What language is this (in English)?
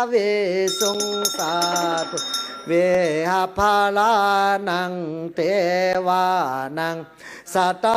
Pali